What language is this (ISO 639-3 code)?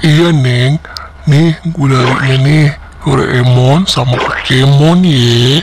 bew